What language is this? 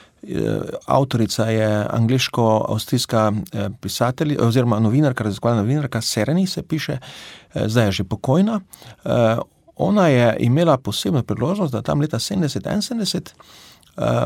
Slovenian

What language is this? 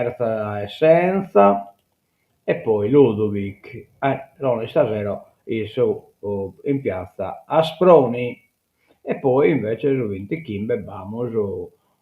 Sardinian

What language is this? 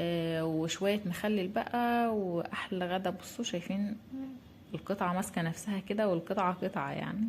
Egyptian Arabic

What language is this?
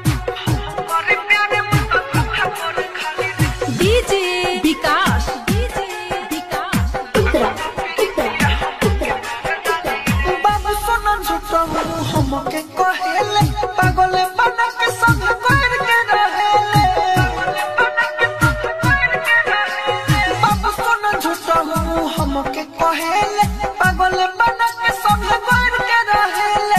Bhojpuri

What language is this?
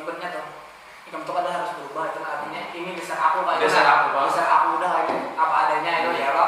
Banjar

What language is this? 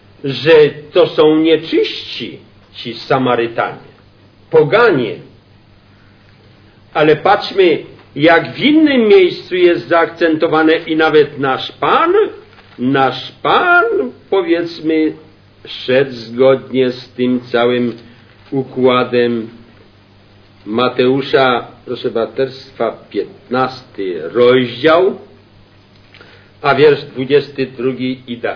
Polish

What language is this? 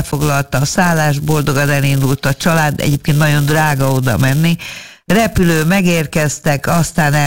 Hungarian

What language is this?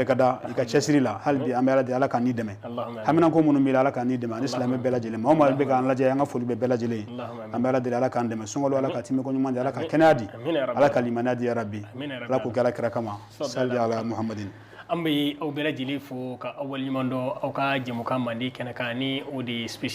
Bambara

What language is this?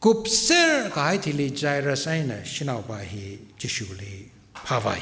Tangkhul Naga (India)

